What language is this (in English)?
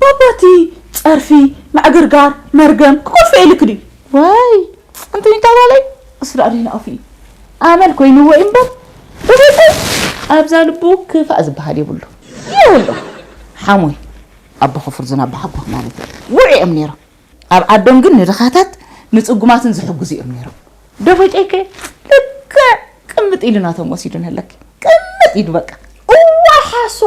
Tigrinya